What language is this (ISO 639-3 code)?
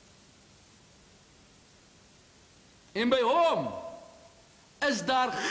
afr